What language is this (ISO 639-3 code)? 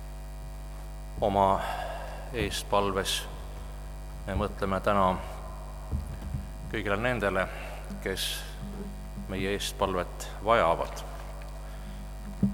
est